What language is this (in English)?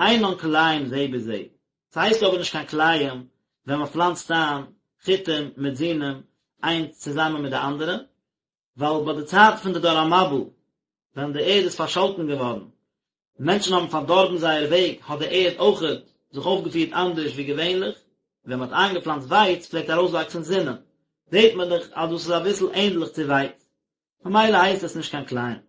Yiddish